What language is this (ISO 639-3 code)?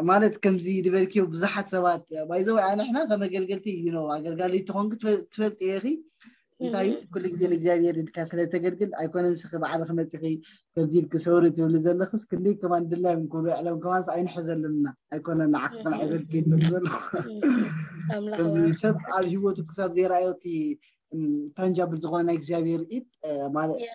tir